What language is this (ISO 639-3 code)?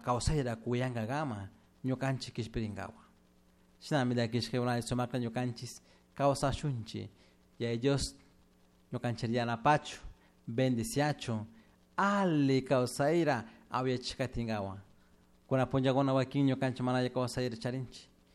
qug